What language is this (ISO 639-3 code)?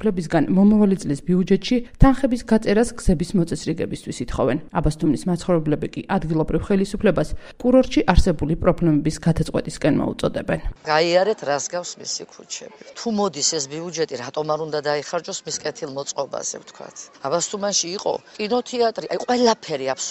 kat